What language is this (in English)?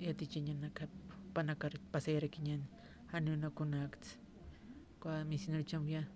Aymara